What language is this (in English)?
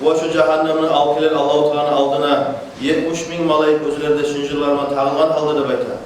Kumyk